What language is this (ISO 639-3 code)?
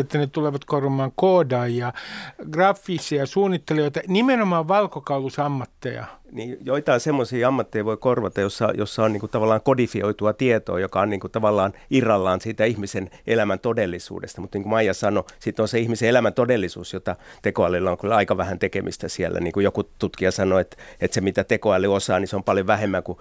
fin